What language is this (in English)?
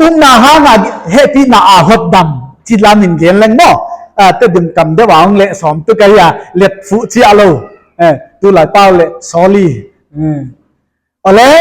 Paite Chin